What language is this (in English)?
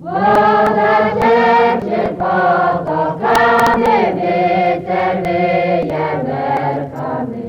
Rusyn